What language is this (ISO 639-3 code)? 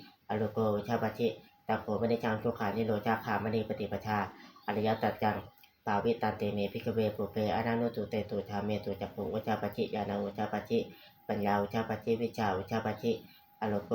pli